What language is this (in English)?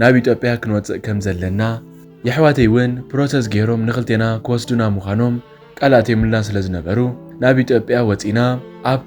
Tigrinya